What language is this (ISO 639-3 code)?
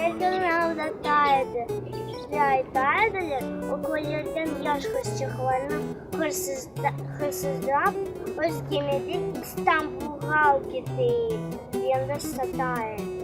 crh